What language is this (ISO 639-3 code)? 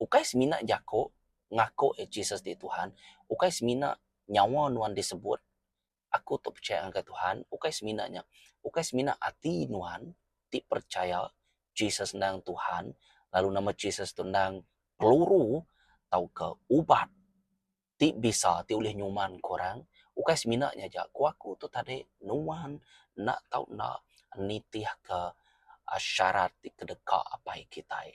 iba